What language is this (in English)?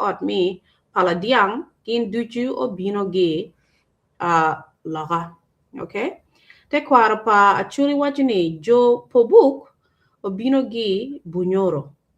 Acoli